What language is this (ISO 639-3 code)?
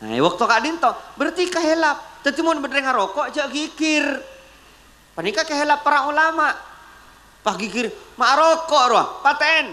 mad